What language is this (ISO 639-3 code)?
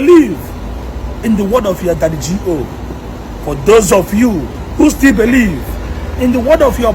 ibo